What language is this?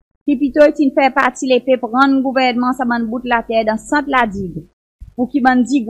Seselwa Creole French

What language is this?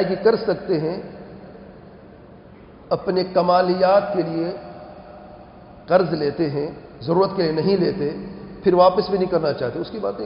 Urdu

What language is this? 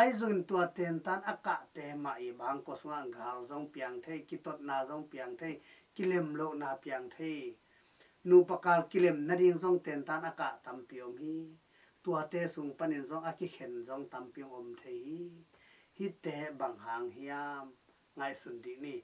Tedim Chin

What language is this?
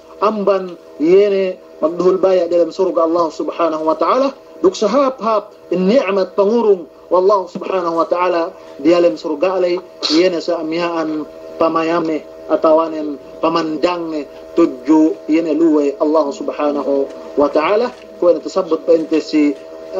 Yakan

